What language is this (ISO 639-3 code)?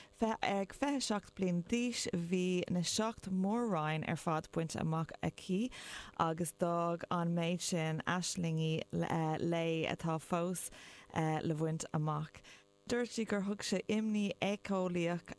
gle